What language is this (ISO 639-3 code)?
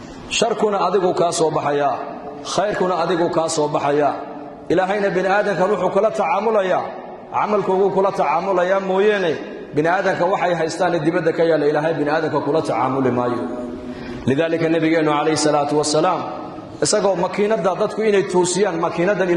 som